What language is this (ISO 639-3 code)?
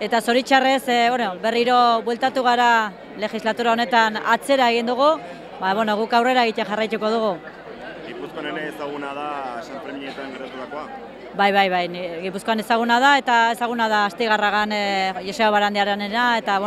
eus